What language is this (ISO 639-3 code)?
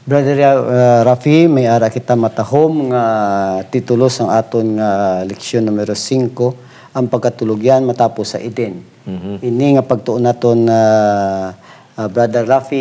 hil